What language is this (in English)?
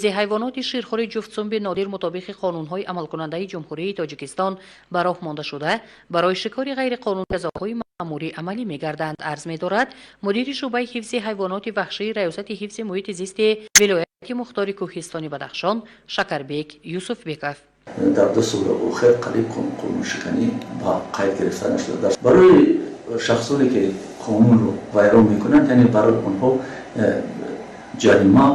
Tajik